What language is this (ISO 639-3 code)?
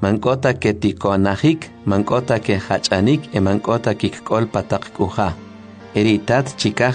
quc